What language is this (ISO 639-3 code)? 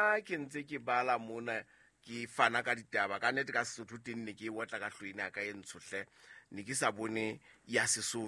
sot